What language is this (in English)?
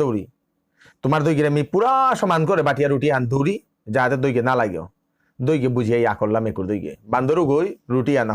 Bishnupriya